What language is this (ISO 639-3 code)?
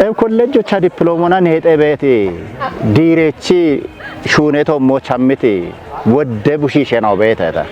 kbr